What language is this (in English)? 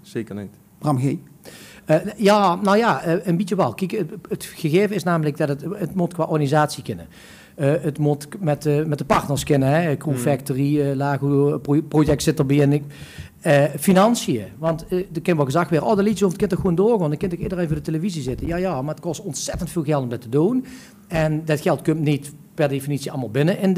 Limburgish